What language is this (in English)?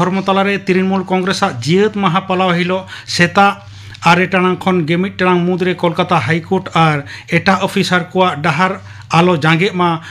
Santali